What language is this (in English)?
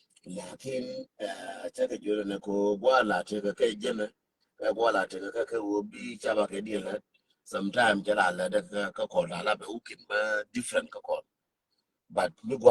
Nuer